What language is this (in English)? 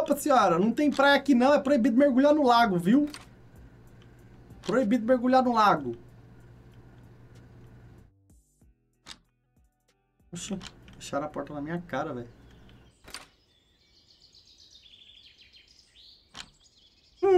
Portuguese